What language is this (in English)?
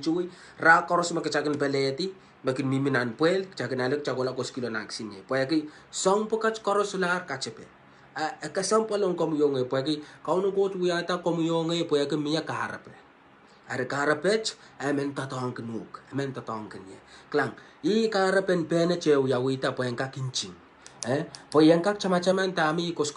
Pohnpeian